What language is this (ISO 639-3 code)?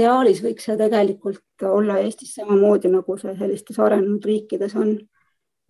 est